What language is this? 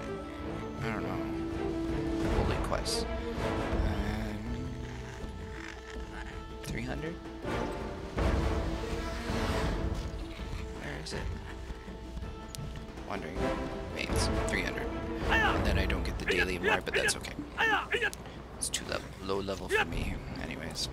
English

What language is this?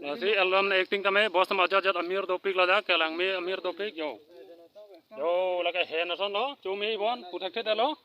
Karbi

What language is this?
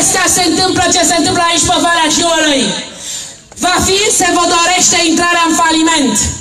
Romanian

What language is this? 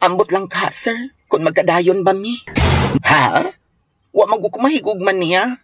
Cebuano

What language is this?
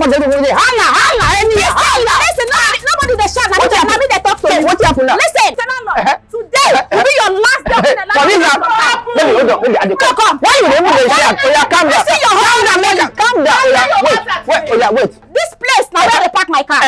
Nigerian Pidgin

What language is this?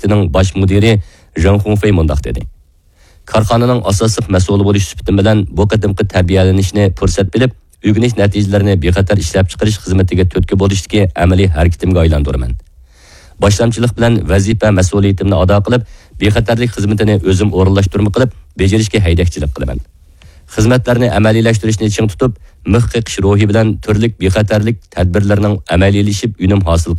Uyghur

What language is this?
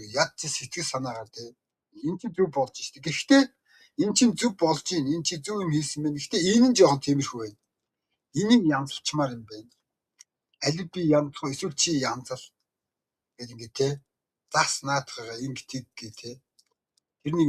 Mongolian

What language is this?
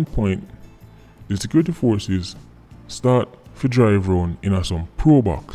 Jamaican Creole English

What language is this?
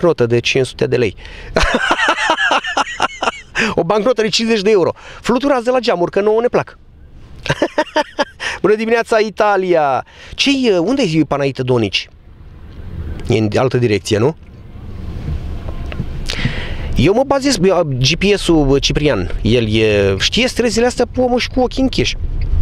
Romanian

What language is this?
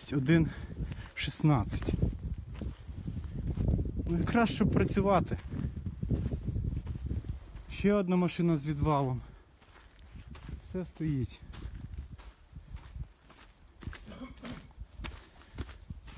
Ukrainian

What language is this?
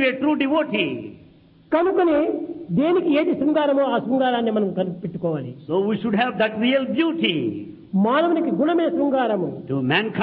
Telugu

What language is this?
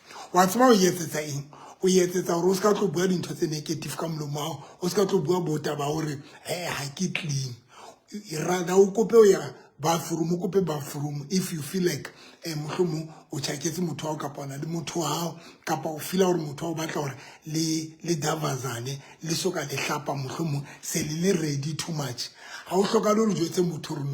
Southern Sotho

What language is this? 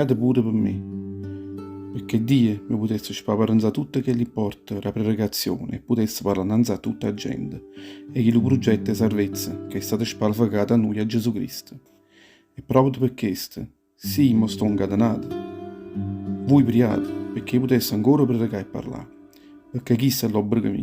Neapolitan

